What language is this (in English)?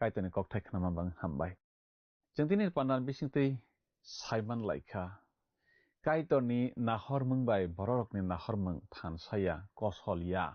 Kok Borok